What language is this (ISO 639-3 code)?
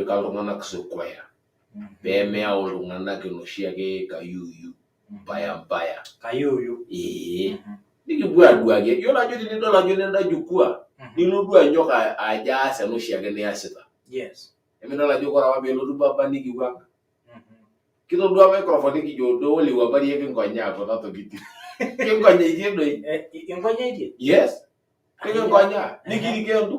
mas